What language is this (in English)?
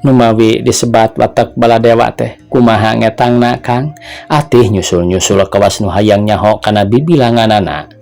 Sundanese